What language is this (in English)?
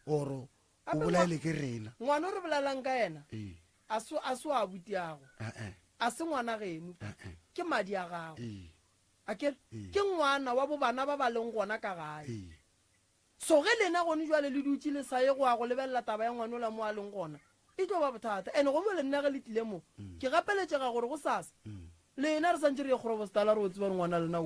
Northern Sotho